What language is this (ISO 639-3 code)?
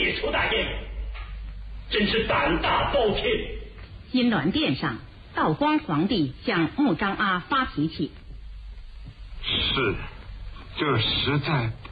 zho